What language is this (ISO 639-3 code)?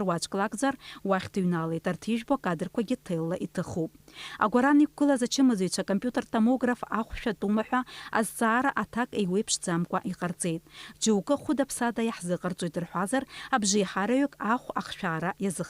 abk